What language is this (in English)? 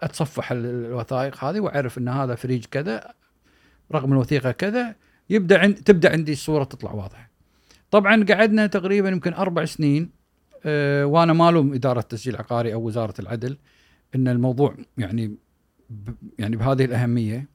Gulf Arabic